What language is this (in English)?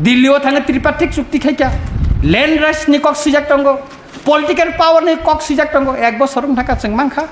Kok Borok